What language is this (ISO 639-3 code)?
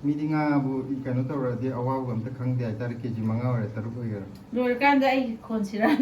mni